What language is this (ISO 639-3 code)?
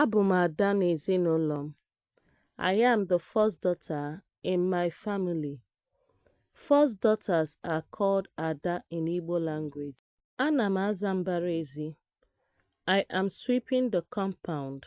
ibo